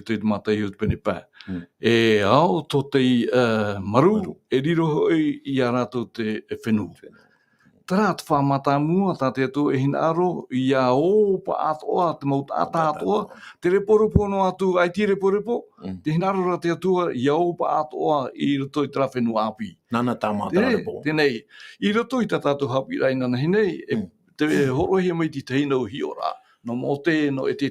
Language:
Tahitian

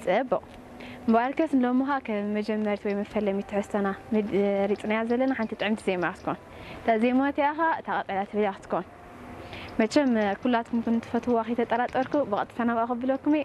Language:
Tigrinya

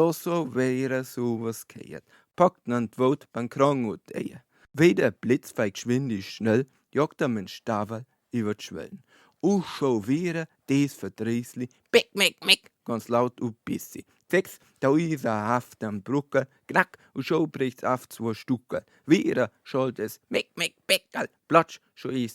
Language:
Bavarian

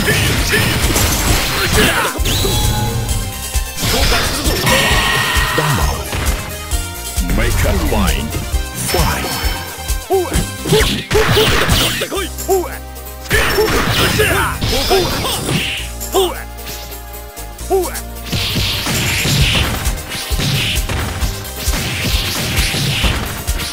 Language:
Japanese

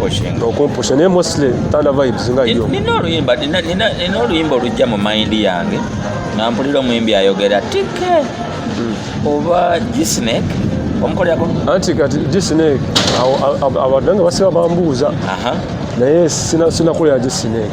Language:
Ganda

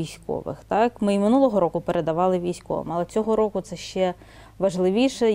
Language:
Ukrainian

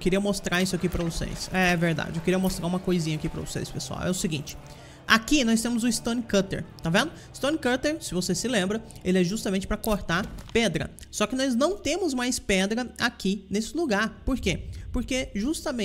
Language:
Portuguese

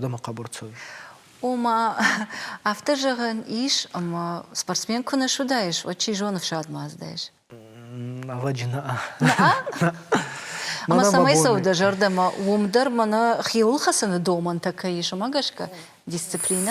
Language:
Ossetic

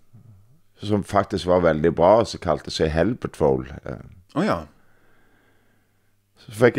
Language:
Norwegian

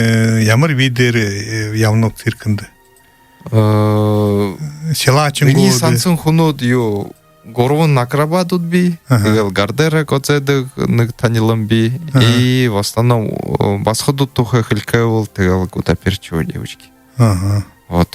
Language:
Buriat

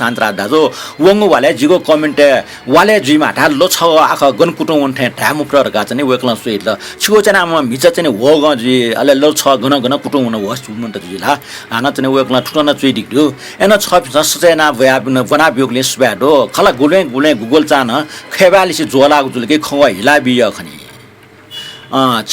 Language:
Newari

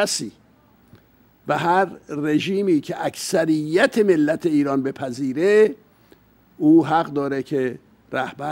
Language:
Persian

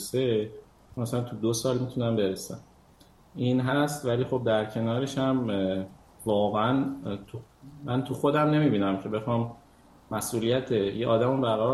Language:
Persian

